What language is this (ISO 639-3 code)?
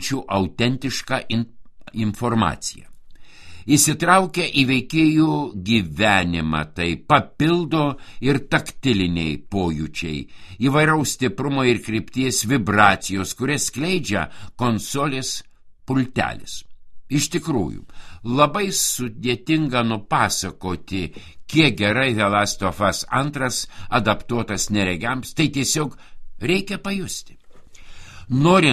lit